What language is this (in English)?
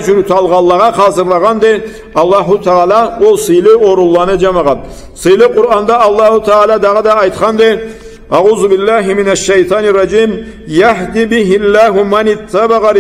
Karachay-Balkar